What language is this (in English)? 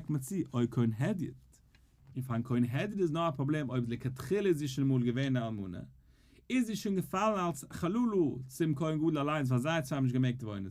Yiddish